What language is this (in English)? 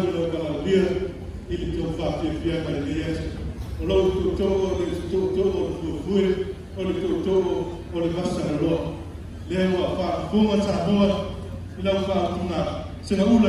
Samoan